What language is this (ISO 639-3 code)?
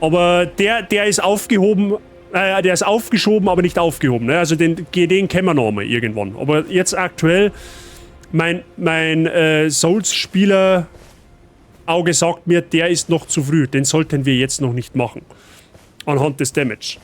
bar